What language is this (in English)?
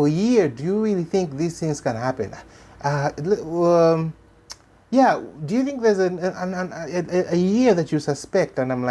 English